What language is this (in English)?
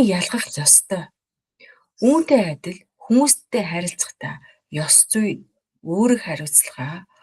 Mongolian